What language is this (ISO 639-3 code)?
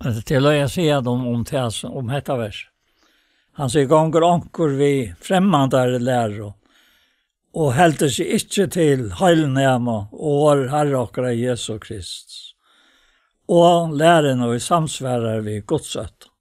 fao